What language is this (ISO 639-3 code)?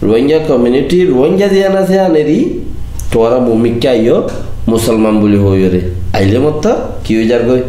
rhg